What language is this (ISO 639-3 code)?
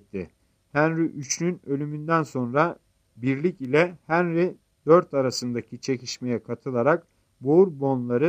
tur